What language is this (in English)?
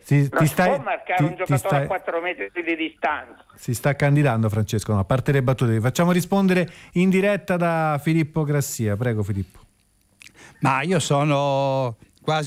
Italian